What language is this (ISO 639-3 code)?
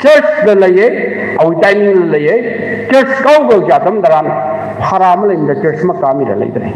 nmf